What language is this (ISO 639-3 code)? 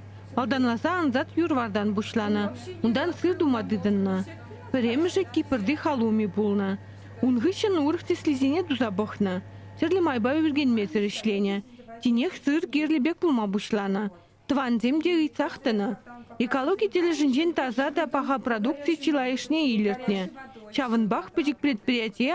chv